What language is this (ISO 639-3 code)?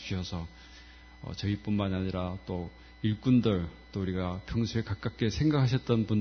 kor